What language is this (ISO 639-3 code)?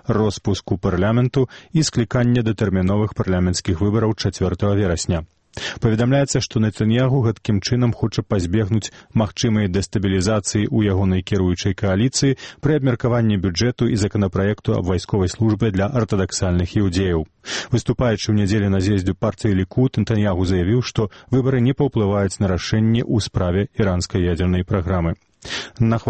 bel